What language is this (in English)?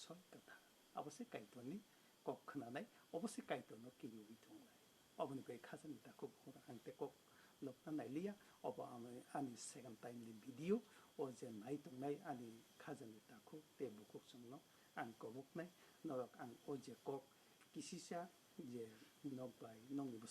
Kok Borok